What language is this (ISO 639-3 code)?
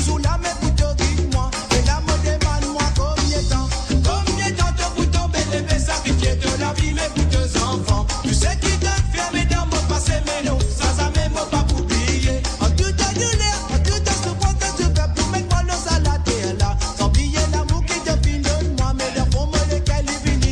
mfe